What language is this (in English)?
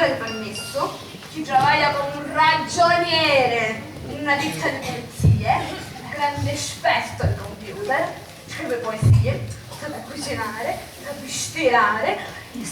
Sicilian